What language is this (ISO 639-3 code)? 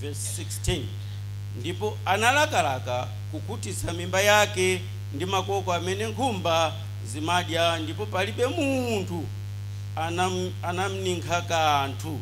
nya